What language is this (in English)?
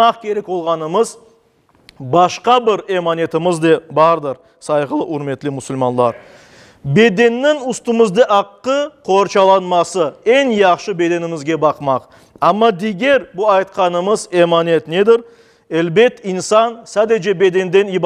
Crimean Tatar